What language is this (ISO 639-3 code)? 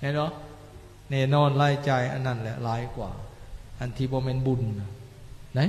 lao